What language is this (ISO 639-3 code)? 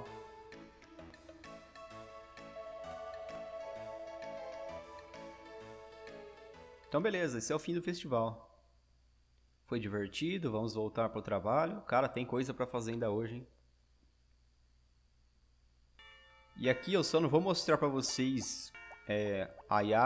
por